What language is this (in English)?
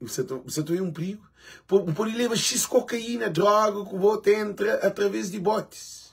Kabuverdianu